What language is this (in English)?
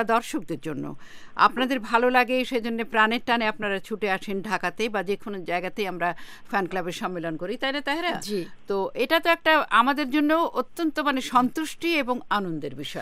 Bangla